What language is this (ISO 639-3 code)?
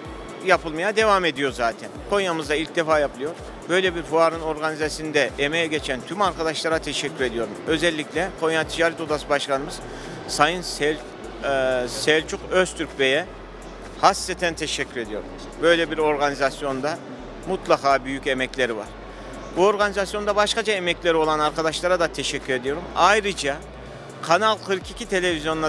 tur